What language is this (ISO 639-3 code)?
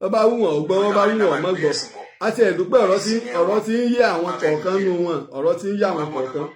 yor